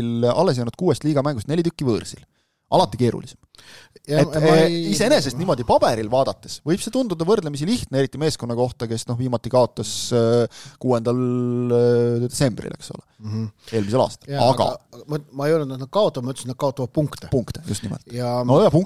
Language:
Estonian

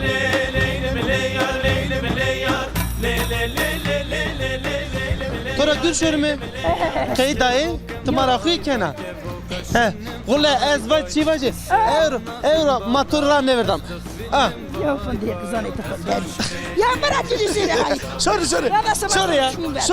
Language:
Zaza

